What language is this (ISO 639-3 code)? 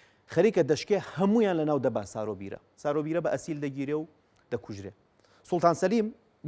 ckb